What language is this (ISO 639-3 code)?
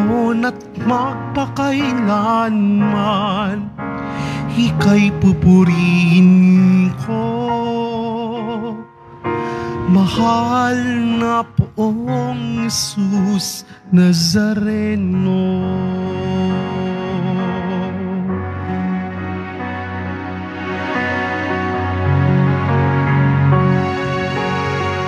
fil